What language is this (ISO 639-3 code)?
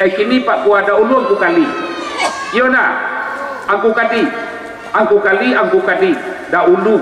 min